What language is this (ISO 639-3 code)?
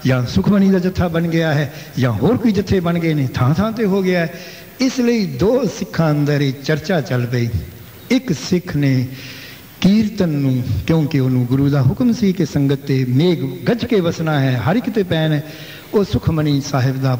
pan